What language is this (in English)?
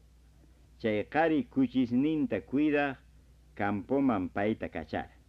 Quechua